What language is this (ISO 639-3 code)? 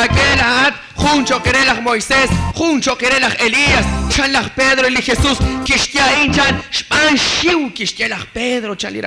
kek